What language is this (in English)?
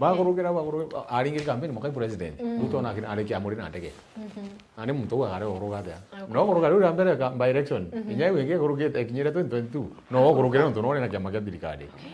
Meru